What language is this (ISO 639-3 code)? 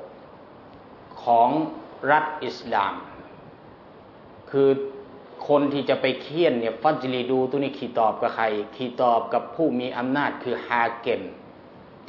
tha